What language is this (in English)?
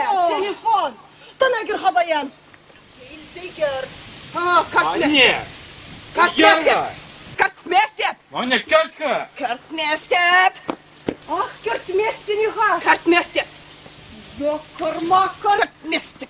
Chuvash